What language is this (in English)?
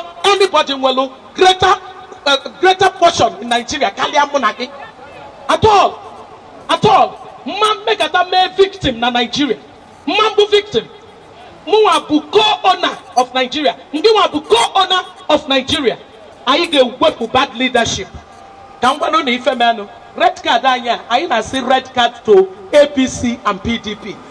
Igbo